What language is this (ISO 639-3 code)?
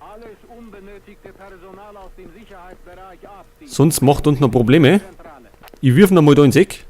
bar